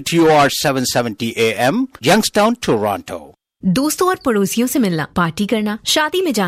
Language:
Punjabi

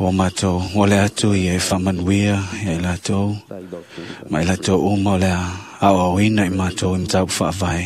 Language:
Samoan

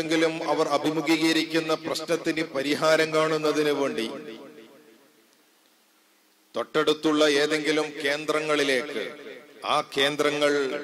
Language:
Malayalam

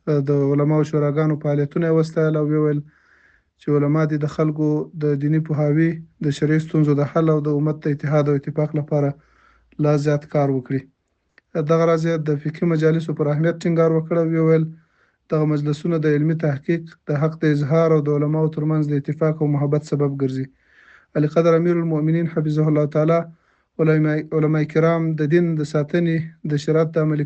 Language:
Pashto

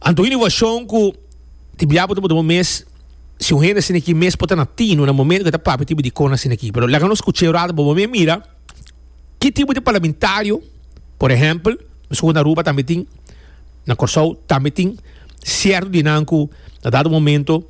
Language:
Papiamento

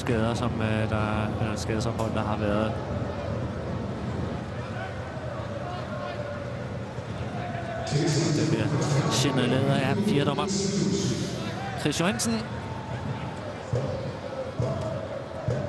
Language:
Danish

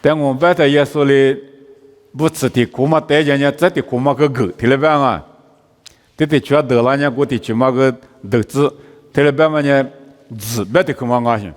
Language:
Lisu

